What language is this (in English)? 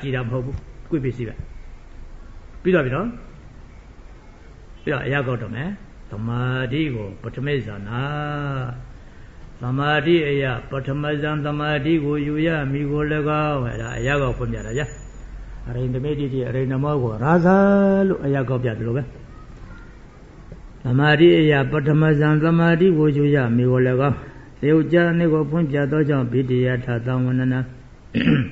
Burmese